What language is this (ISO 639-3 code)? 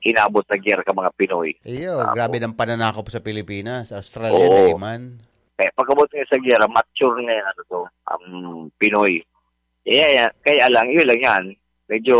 bik